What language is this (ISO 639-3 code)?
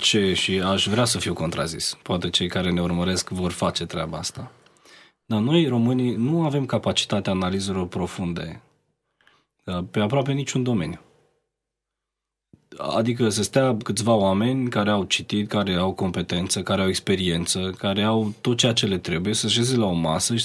ron